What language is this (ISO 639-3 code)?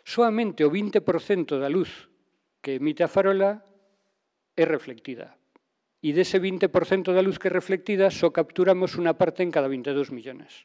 glg